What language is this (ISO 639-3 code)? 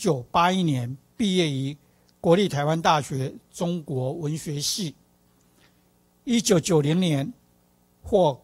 zho